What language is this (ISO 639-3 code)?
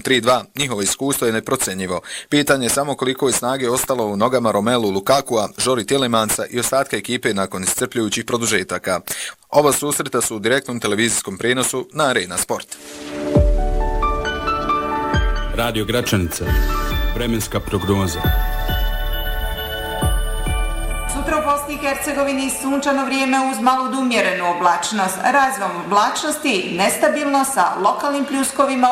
bos